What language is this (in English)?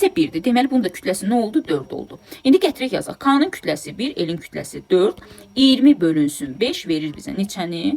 Azerbaijani